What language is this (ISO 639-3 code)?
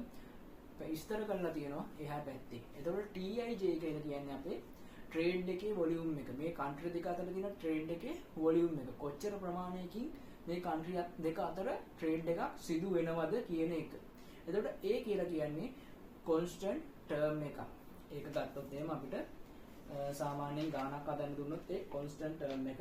sin